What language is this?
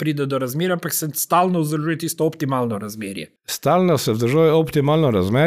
Slovenian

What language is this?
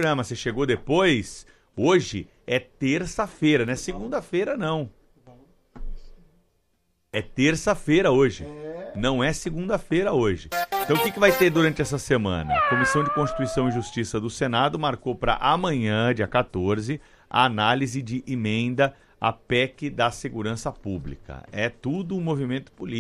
Portuguese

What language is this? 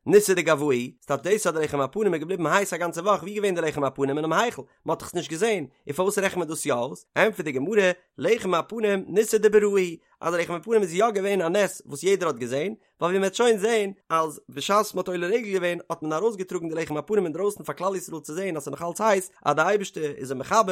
Yiddish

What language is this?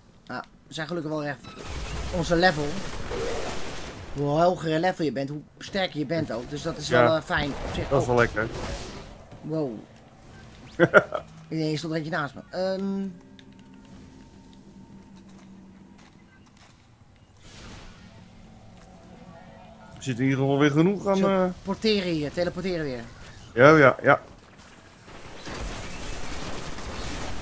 Dutch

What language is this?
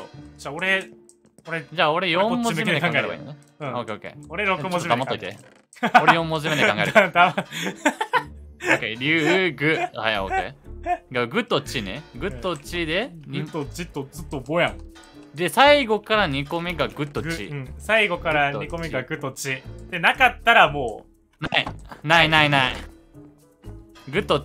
Japanese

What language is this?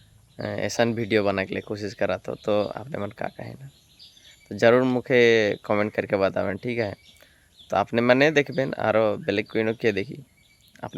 Sadri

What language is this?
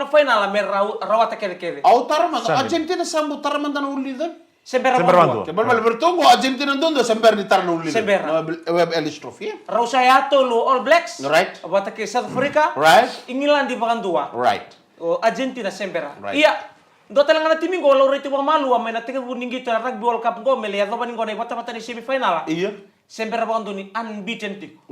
Fijian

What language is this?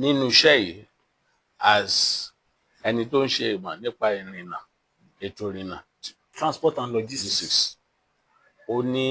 Yoruba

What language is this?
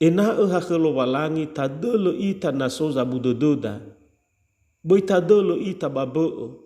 Nias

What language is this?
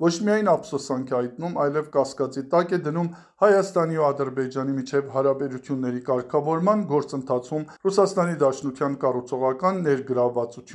Armenian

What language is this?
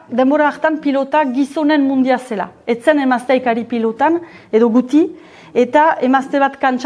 Basque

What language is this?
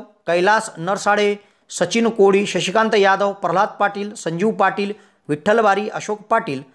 Marathi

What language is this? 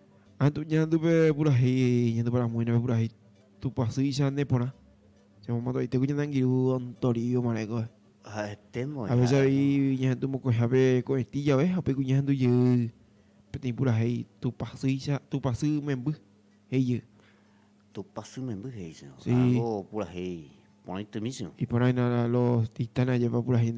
Guarani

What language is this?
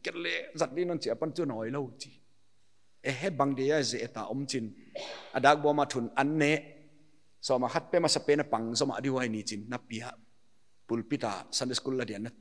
Paite Chin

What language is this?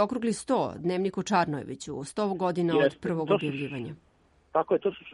Serbian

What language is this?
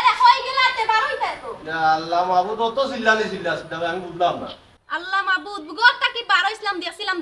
Sylheti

